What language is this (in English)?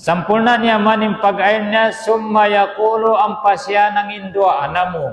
Tausug